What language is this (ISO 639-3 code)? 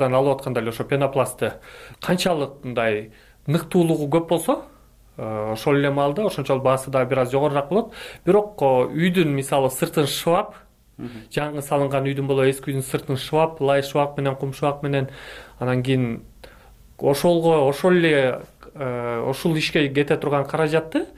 kir